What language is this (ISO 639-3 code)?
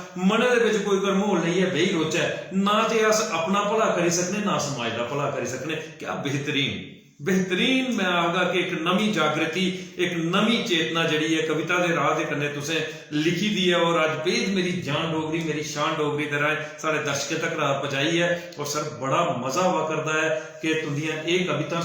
doi